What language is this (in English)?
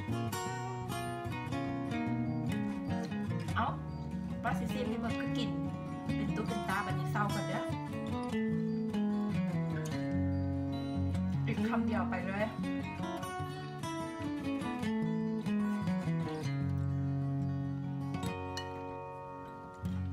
Thai